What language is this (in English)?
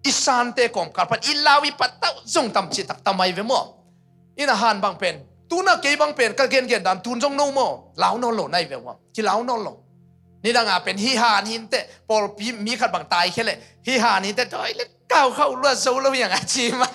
Tedim Chin